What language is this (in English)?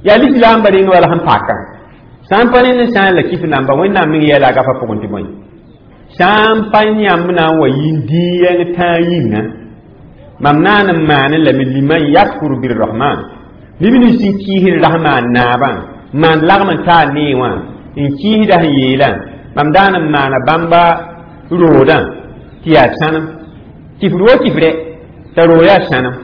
Mossi